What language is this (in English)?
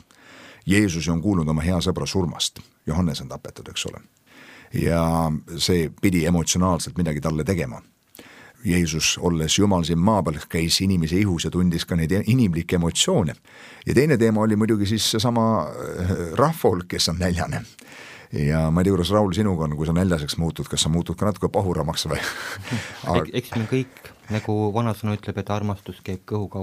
Estonian